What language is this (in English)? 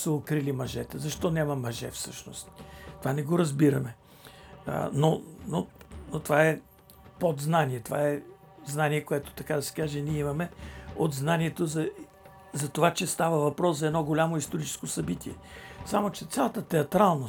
Bulgarian